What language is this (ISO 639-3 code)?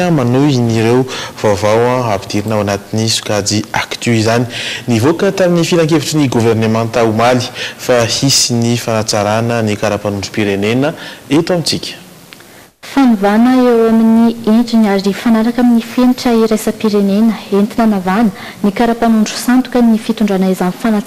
mlg